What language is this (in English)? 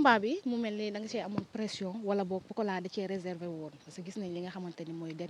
Wolof